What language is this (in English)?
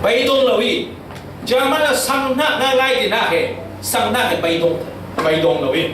Falam Chin